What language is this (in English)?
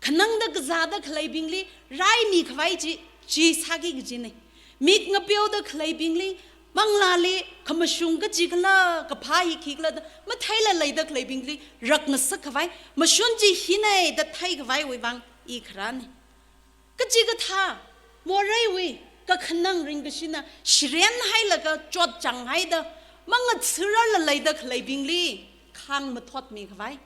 Tangkhul Naga (India)